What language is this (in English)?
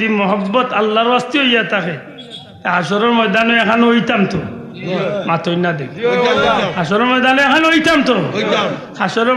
Sylheti